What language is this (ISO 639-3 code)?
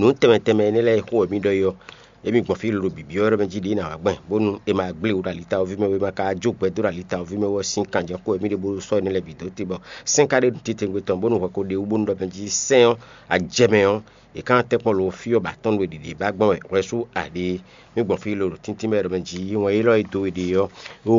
fon